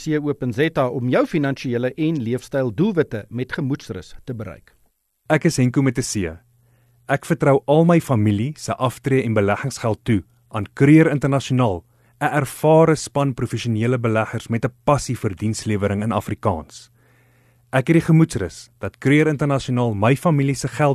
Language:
Afrikaans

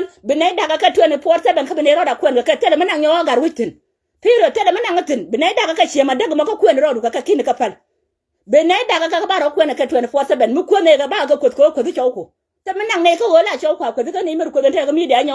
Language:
Nuer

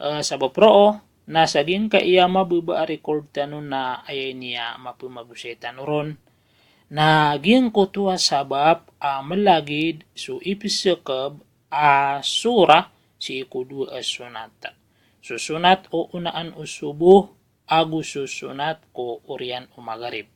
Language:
Maranao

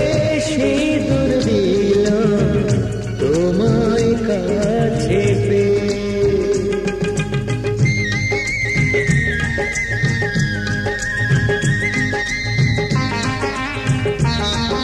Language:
Bangla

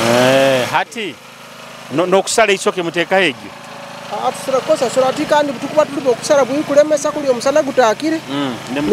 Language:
Nyoro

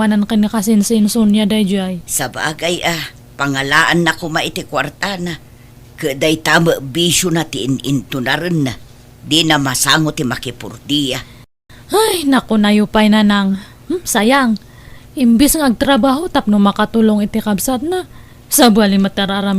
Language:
Iloko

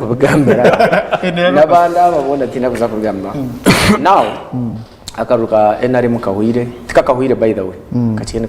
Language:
Nyankole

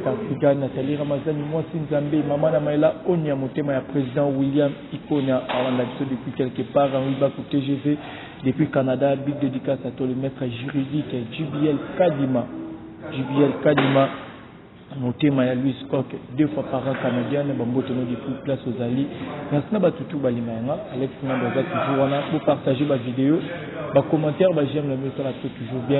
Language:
Lingala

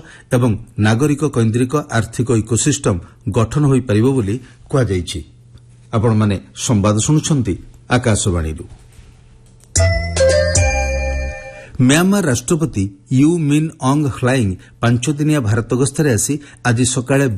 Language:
Odia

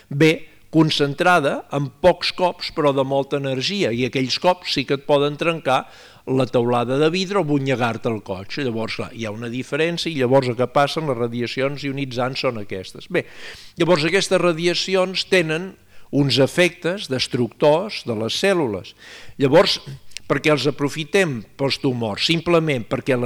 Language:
Catalan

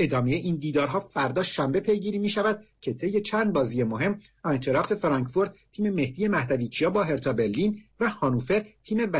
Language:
Persian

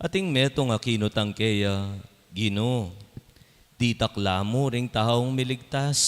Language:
Pampanga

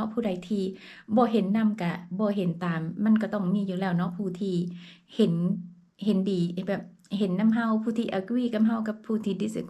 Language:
Lao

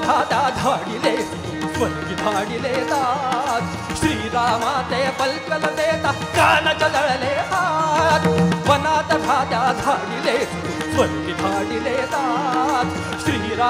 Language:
Marathi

